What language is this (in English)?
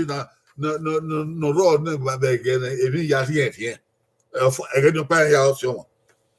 Bini